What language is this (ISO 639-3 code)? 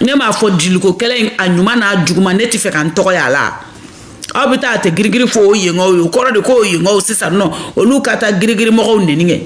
bam